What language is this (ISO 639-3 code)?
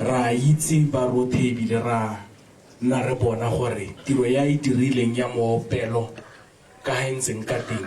tsn